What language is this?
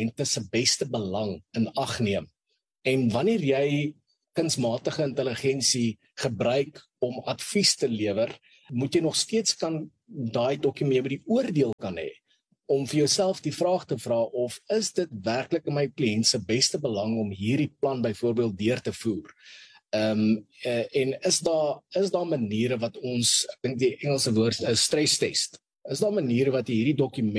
Afrikaans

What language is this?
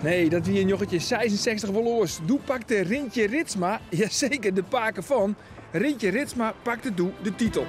Western Frisian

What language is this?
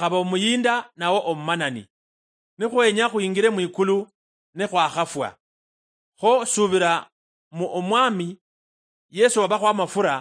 Luyia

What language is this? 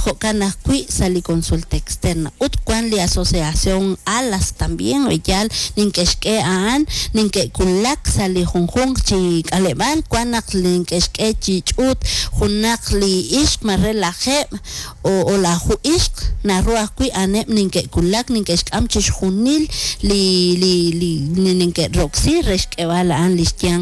Kekchí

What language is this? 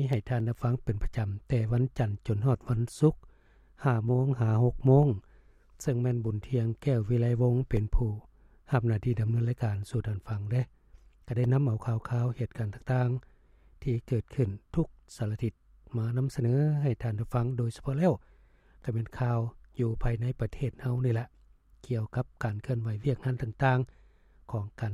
Lao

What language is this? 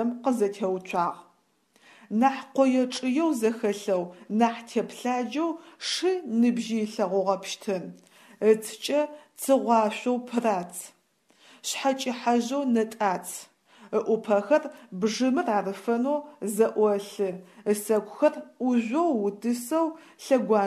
Adyghe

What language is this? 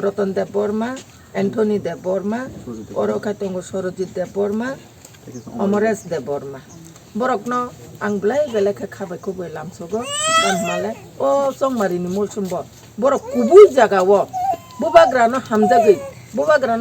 Kok Borok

